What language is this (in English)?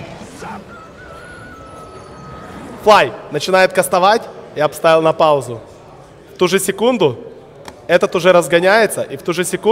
Russian